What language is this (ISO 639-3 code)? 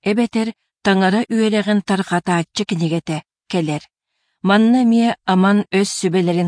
sah